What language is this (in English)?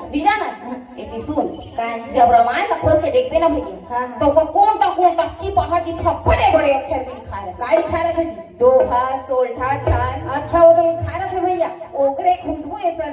Chhattisgarhi